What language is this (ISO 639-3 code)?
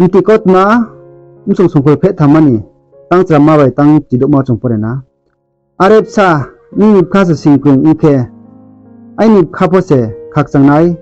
ria